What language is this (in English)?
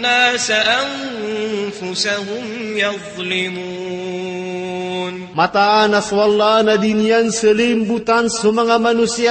Maranao